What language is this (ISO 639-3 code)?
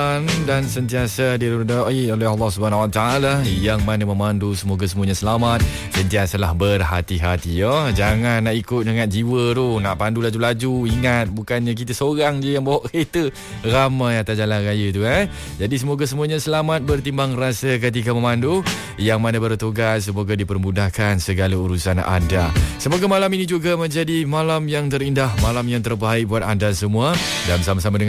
msa